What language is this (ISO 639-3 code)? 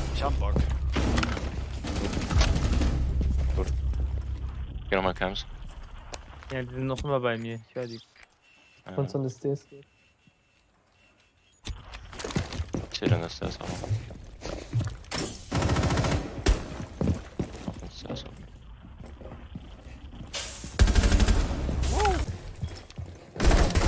deu